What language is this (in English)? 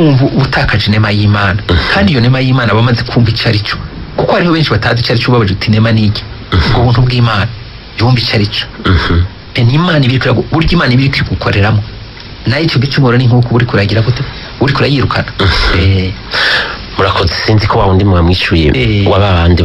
Rundi